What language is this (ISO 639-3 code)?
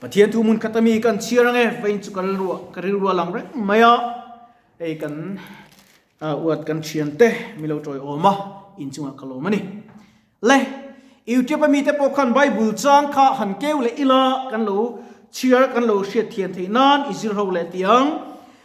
lus